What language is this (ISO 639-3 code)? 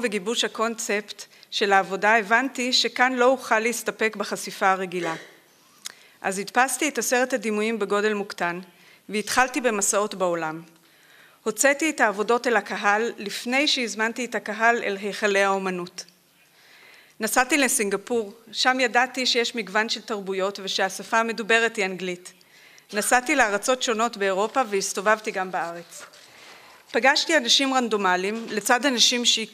heb